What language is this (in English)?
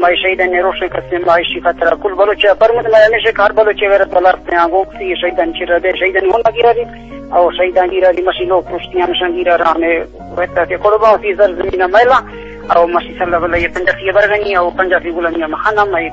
Eastern Balochi